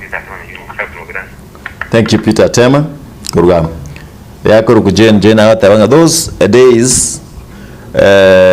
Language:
Gusii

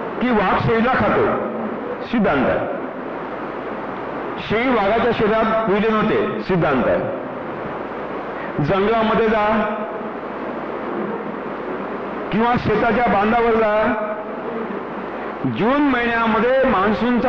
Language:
Marathi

